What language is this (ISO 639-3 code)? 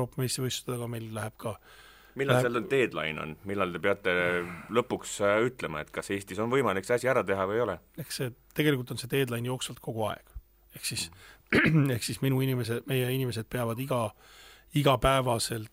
est